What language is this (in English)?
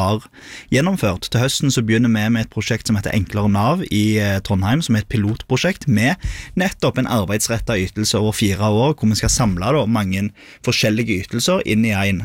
Norwegian